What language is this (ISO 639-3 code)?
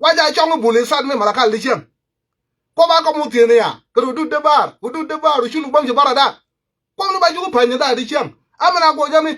nus